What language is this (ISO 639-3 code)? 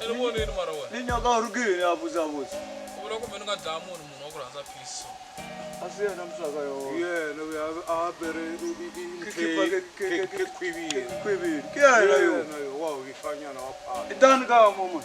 tso